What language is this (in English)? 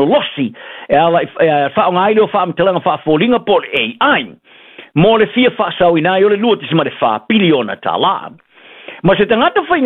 Samoan